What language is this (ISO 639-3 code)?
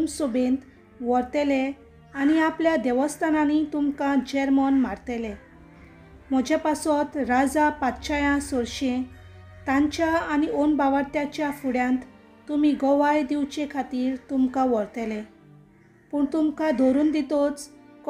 kok